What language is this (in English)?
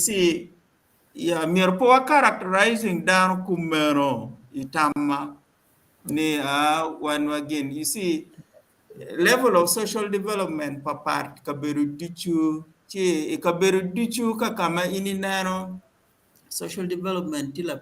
Acoli